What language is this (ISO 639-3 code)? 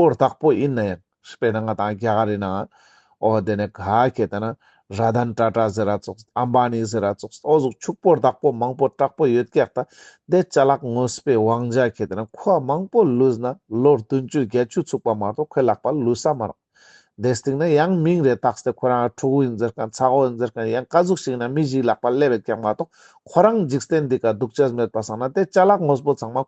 lbj